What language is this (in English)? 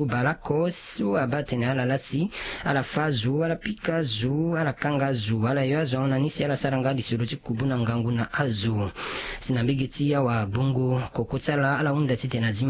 Sango